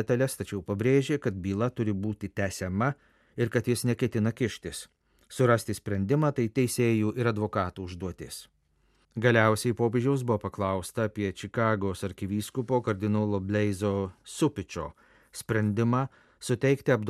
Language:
Lithuanian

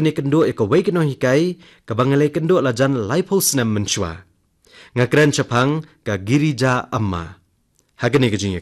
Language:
Khasi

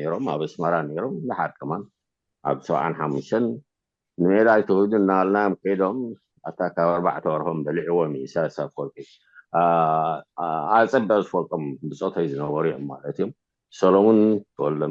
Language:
Tigrinya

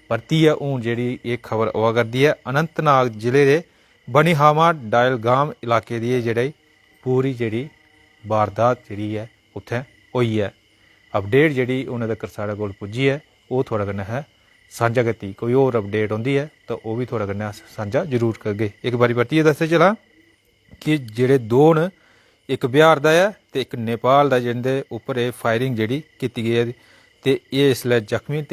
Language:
Dogri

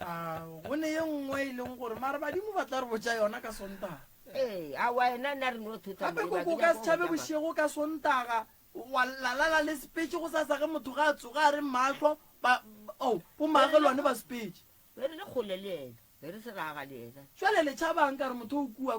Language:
Northern Sotho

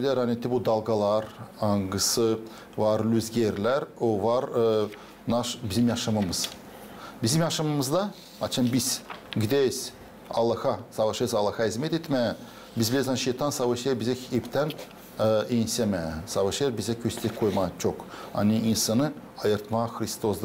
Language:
Gagauz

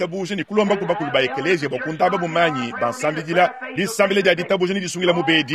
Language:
Luba-Lulua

